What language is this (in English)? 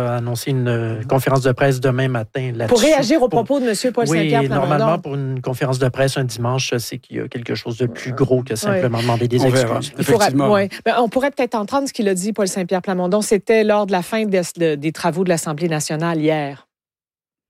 French